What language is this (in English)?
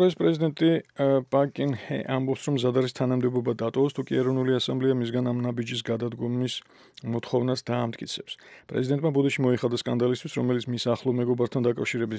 Georgian